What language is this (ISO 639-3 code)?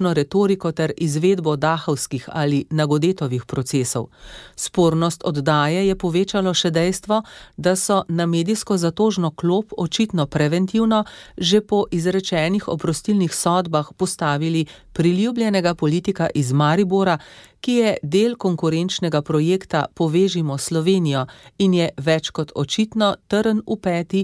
slv